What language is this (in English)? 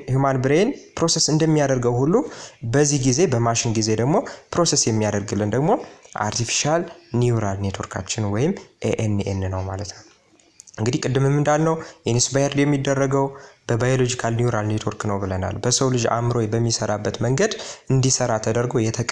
Amharic